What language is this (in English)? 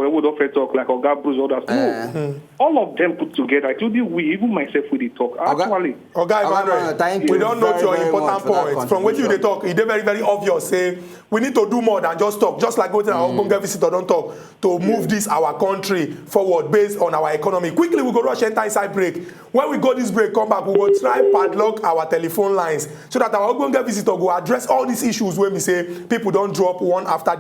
Nigerian Pidgin